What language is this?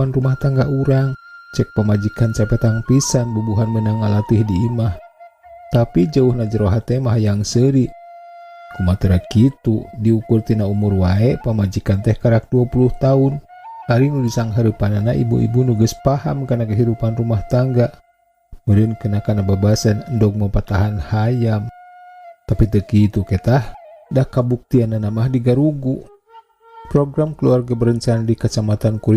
Sundanese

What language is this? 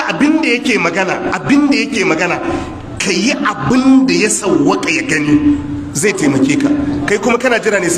Hausa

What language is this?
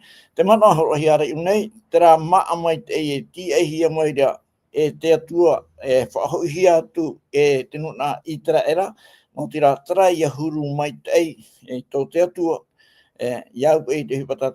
Tahitian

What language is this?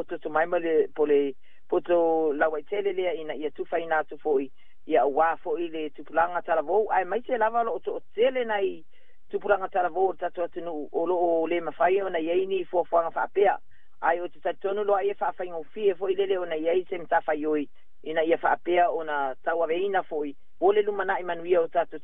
Samoan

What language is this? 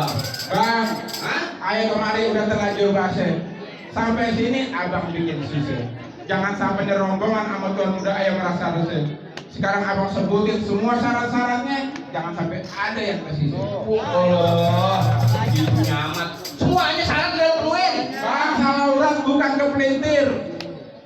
Betawi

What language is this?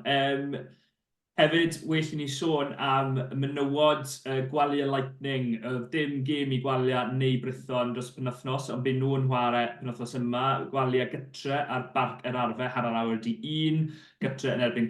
Welsh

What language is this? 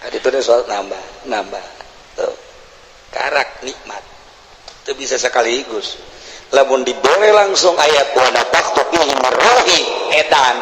Sundanese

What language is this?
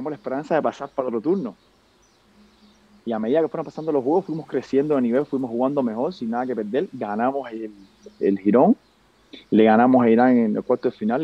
Spanish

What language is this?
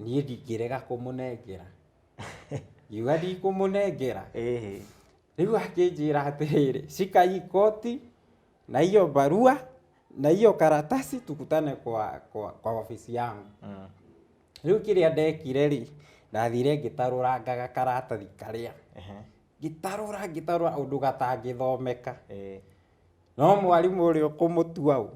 Kikuyu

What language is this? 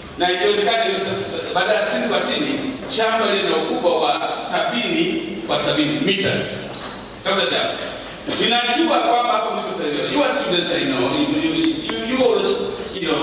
Swahili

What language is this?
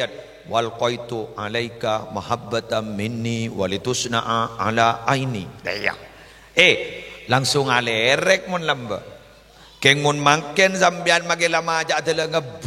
Madurese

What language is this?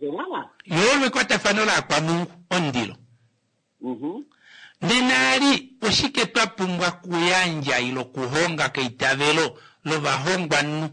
Kuanyama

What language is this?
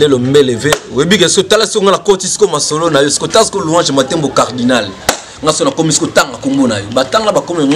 Lingala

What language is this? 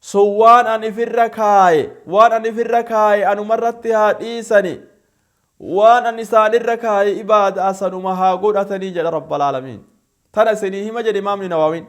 Oromo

